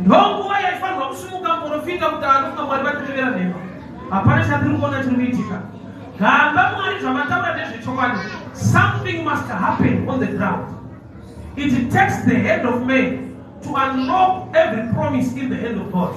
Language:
Shona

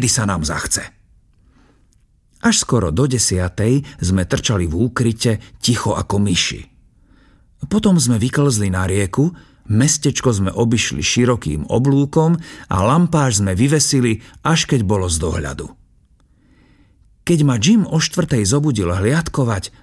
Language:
Slovak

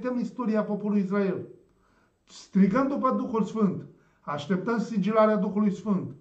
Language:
Romanian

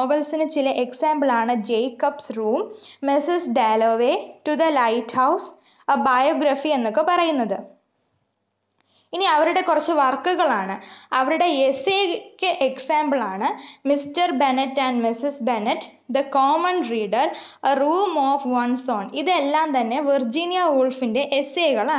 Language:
Malayalam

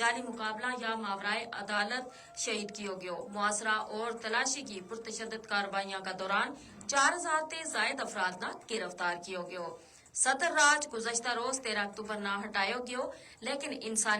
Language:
Gujari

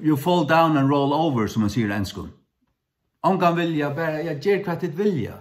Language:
Faroese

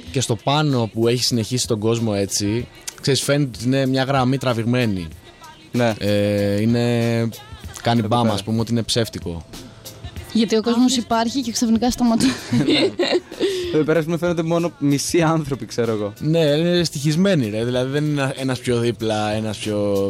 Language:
Greek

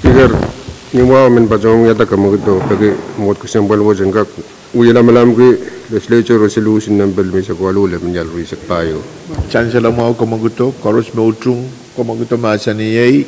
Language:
Pohnpeian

